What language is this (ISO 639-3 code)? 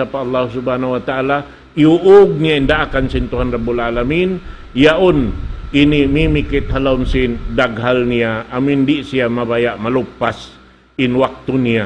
tsg